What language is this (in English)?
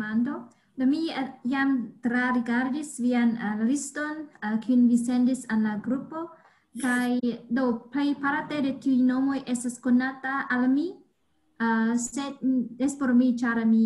Esperanto